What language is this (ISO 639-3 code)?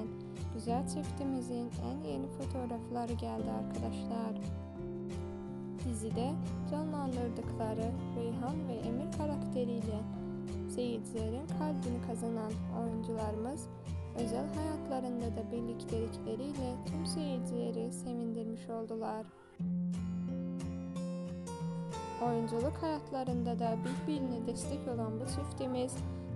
tur